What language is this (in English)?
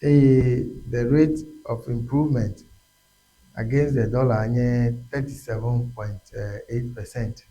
Ewe